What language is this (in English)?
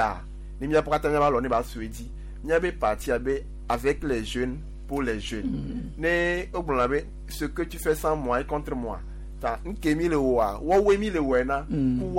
Gen